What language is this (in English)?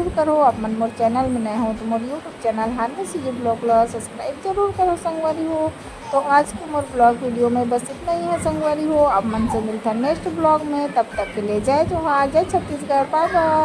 Chhattisgarhi